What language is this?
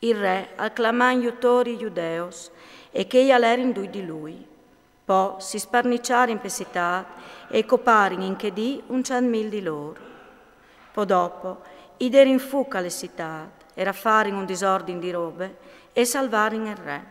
Friulian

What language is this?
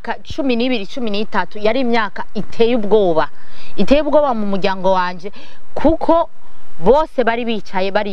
Rundi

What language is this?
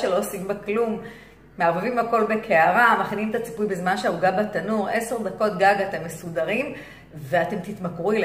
Hebrew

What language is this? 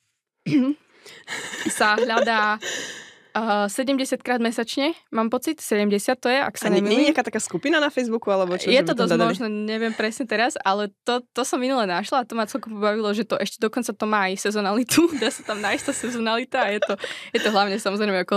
Slovak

